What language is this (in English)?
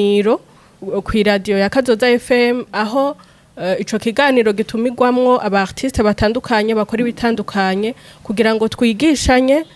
Rundi